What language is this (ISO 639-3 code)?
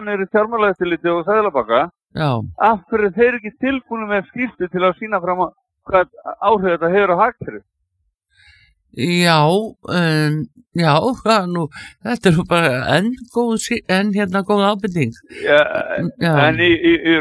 isl